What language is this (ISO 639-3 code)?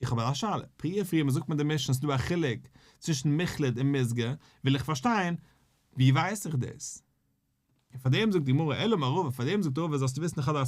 yid